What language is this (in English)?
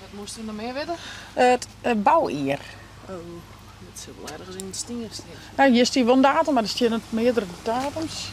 Western Frisian